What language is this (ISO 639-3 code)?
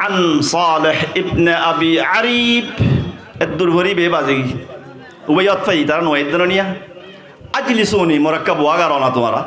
rhg